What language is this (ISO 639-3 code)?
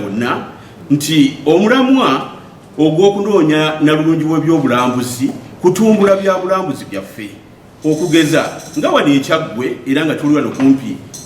lug